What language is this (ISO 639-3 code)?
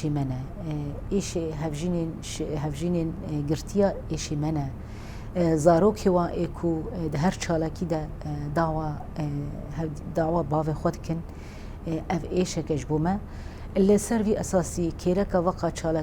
kur